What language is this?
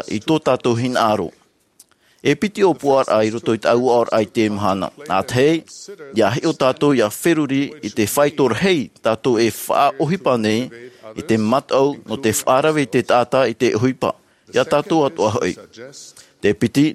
Tahitian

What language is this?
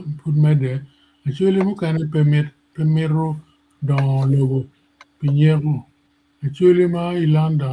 Acoli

